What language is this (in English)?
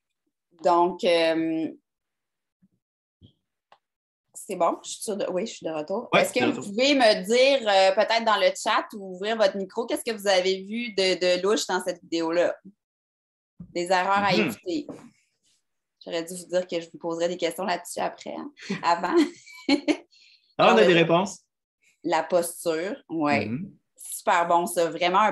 French